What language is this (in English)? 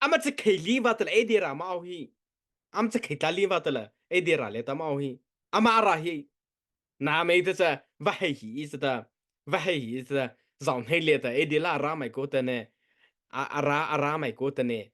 Mara Chin